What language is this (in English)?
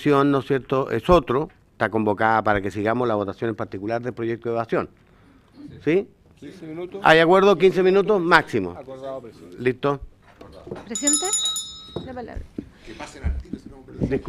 Spanish